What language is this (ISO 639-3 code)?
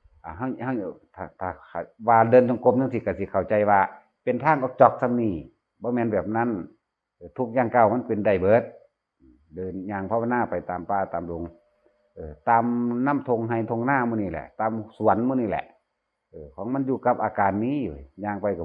tts